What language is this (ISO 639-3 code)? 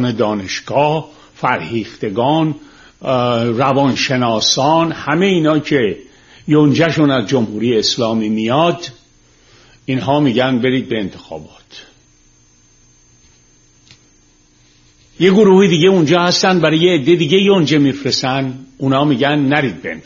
fas